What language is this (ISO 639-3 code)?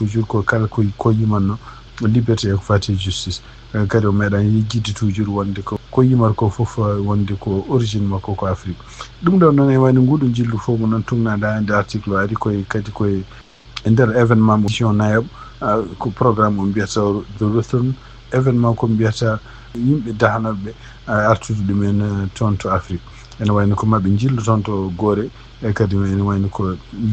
ful